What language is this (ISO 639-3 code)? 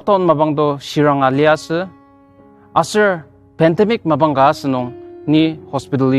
njo